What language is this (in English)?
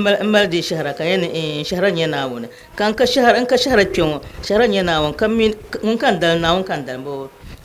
Dagbani